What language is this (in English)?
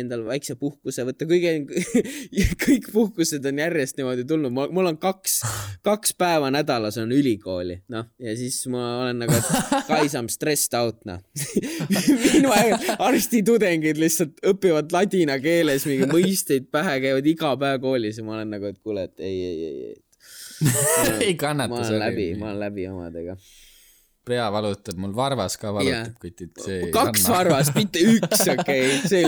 Estonian